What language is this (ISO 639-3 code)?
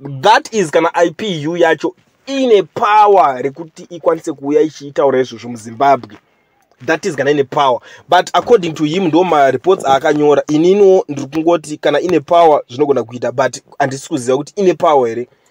sna